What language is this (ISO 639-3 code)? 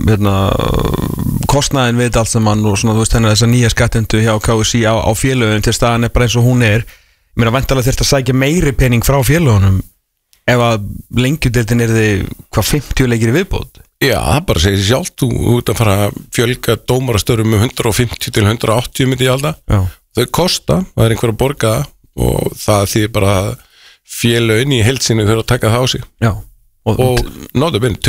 isl